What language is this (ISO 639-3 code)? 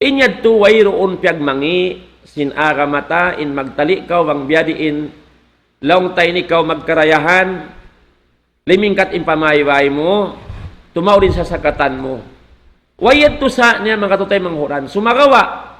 tsg